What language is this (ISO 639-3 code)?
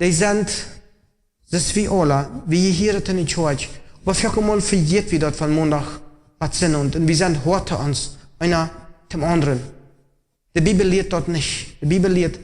pdt